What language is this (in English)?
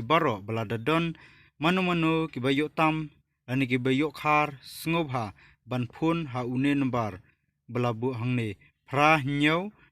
Khasi